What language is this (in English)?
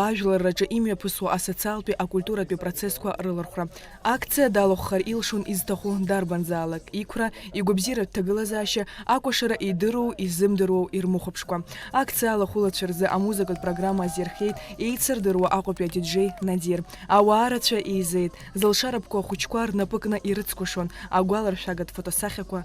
Abkhazian